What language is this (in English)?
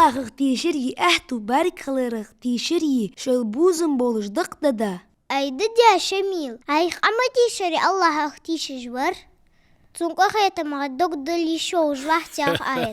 Ingush